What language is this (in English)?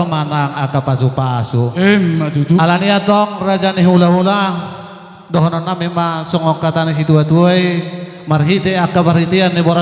Batak Toba